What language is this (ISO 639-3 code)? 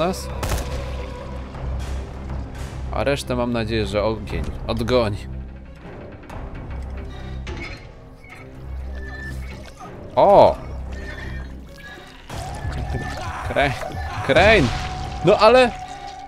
pol